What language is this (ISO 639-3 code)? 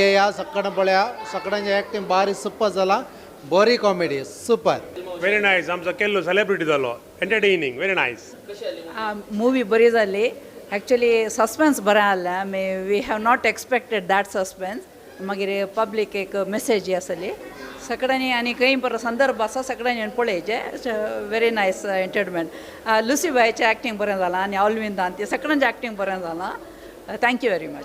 kok